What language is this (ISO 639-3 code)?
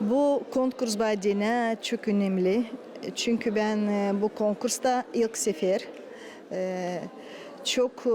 gag